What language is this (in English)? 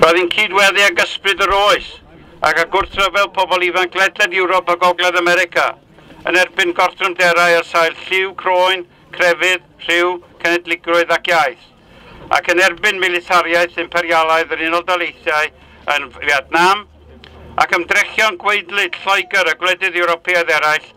Welsh